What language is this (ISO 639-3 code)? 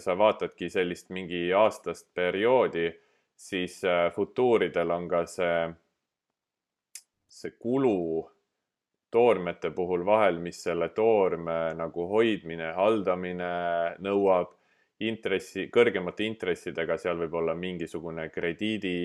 est